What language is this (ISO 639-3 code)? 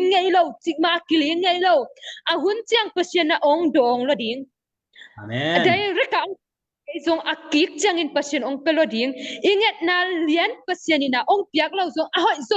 ctd